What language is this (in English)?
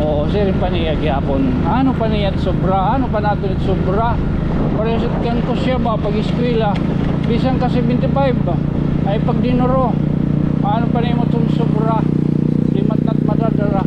Waray